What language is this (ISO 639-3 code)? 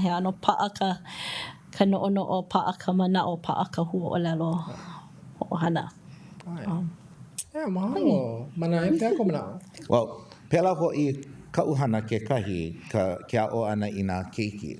haw